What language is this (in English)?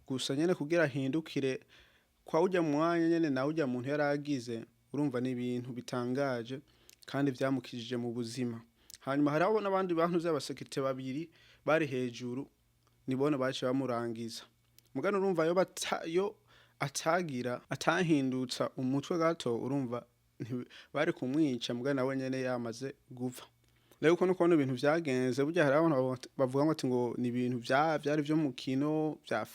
Rundi